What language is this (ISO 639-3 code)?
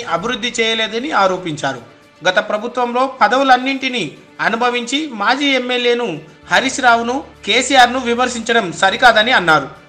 tel